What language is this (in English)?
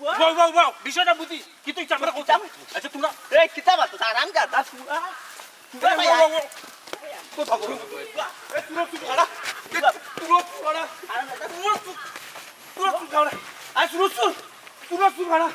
Sylheti